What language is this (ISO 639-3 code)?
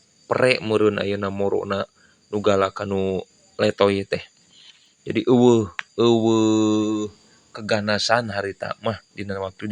sun